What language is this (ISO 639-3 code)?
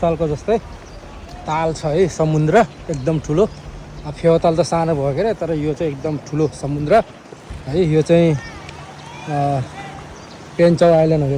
nep